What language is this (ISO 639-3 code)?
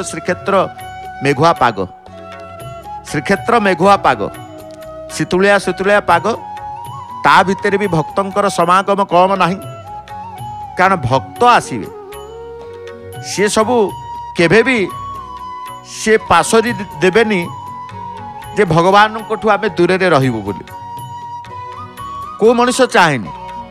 ori